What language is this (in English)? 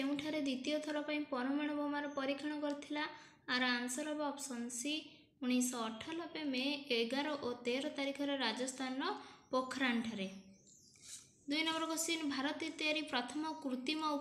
Odia